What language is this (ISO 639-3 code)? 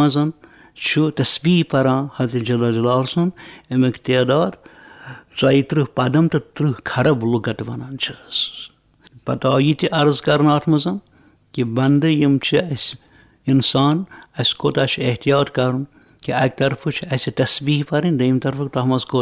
kas